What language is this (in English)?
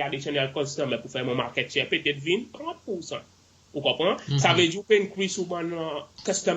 Seselwa Creole French